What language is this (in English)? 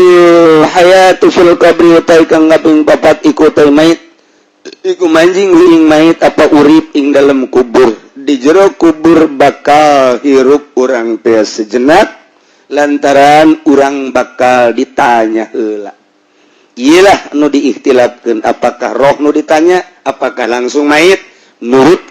Sundanese